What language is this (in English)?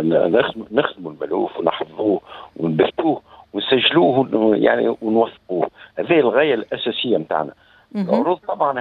Tunisian Arabic